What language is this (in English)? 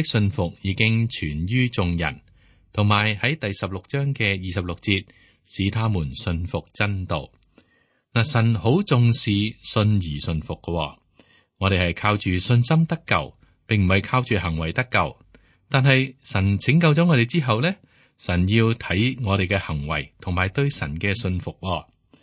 Cantonese